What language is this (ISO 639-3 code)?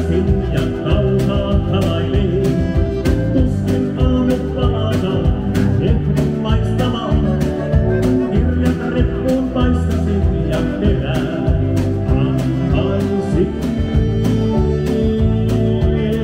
fin